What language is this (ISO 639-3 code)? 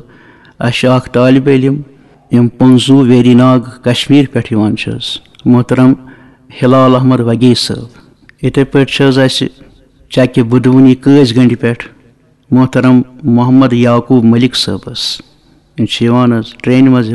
kas